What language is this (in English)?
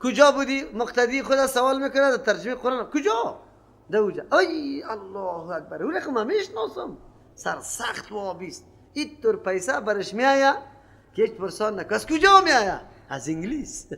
Persian